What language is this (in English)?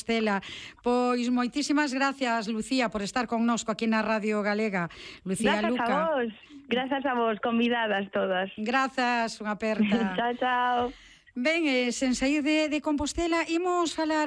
Galician